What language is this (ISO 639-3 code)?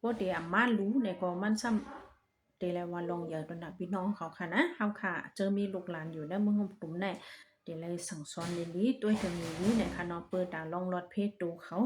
shn